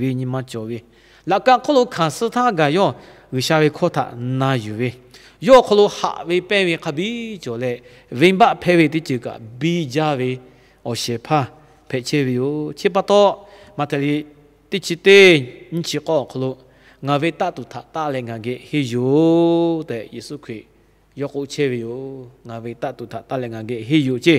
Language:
Lahu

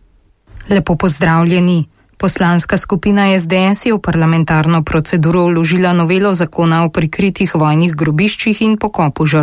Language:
Slovenian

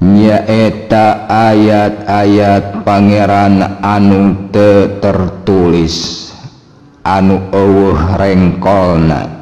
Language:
Sundanese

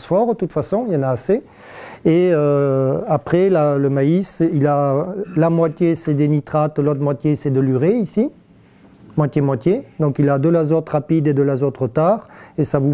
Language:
French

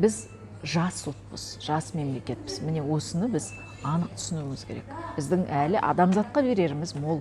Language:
Kazakh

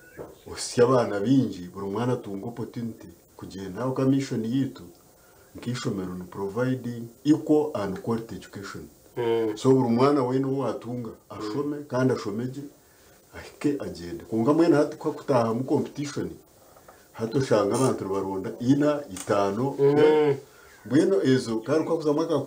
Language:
Nyankole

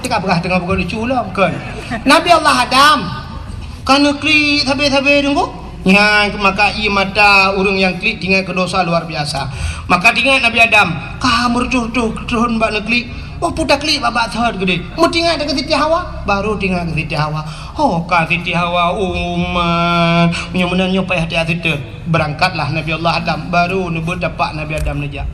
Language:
Achinese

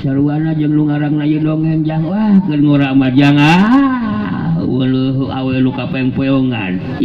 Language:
Sundanese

